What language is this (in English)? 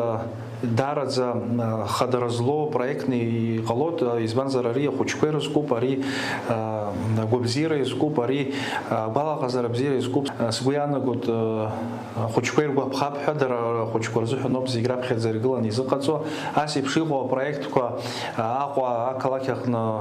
Abkhazian